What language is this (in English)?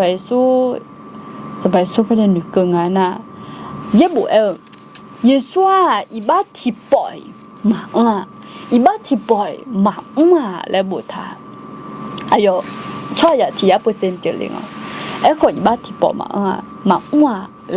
Akha